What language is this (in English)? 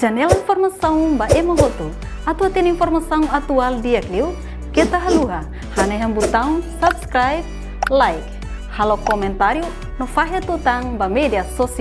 Tetum